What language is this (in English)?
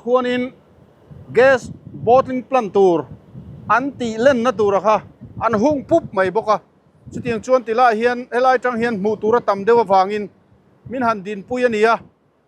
Mizo